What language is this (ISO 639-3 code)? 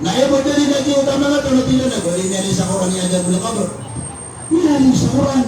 mrw